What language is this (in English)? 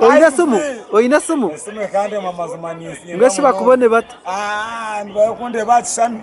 Nyankole